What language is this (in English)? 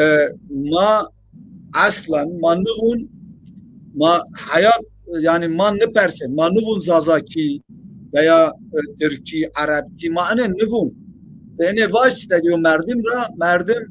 Zaza